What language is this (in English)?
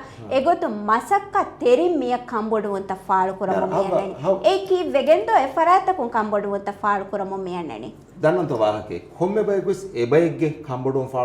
Divehi